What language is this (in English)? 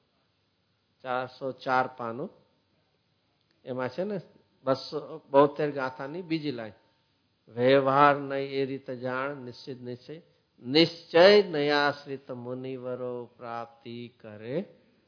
Gujarati